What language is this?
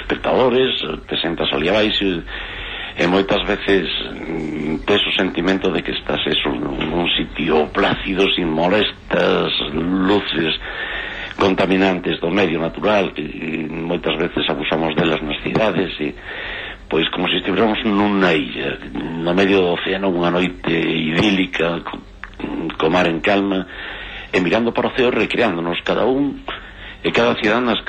Galician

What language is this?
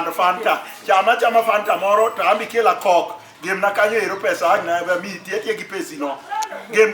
Luo (Kenya and Tanzania)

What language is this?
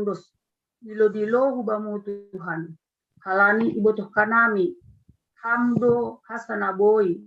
Batak Simalungun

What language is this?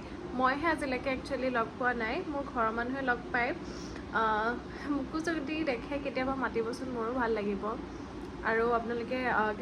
Assamese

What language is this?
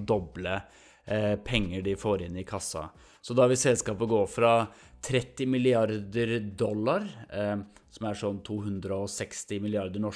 Norwegian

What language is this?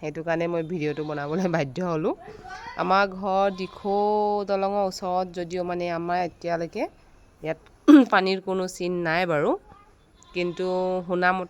Assamese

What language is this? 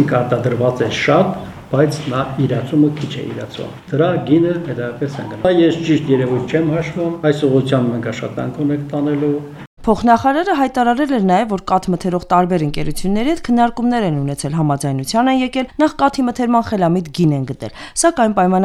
Armenian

